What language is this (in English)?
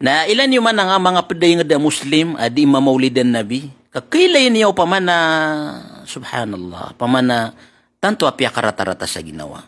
Maranao